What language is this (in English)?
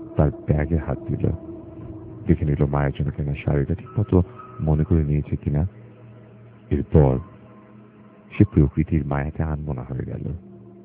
Bangla